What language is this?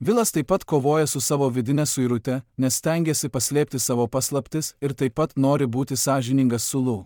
Lithuanian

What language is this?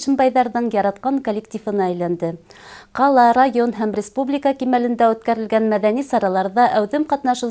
Bashkir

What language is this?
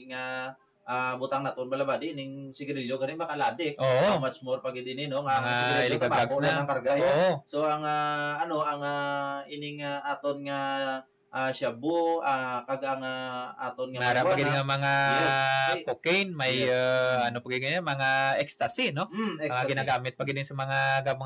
Hiligaynon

